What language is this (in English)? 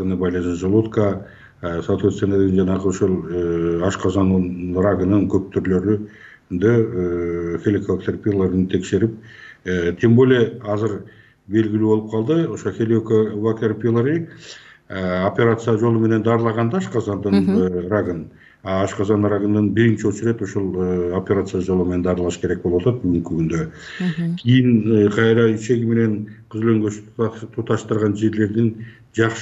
Kyrgyz